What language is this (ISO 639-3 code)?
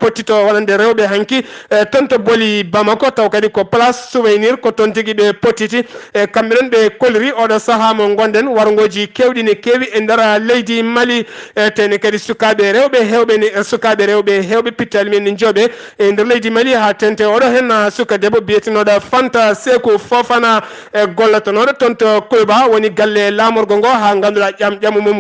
ful